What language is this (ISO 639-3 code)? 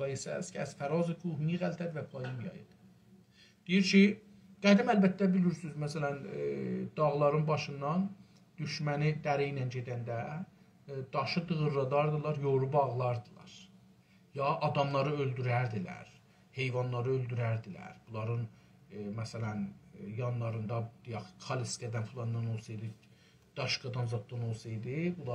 azb